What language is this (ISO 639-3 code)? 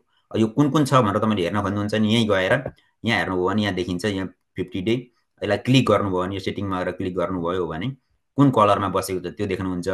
nep